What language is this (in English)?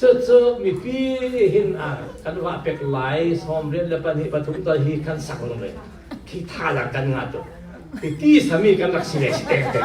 Falam Chin